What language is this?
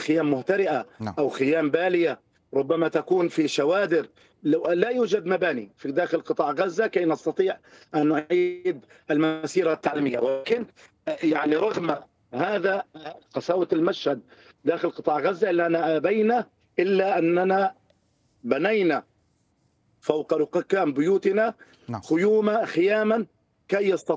Arabic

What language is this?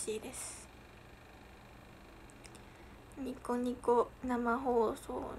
Japanese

